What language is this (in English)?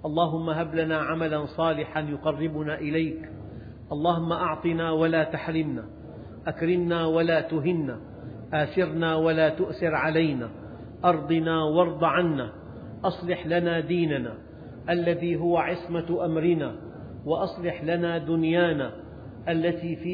Arabic